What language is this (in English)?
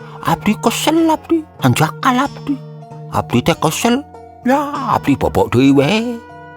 Sundanese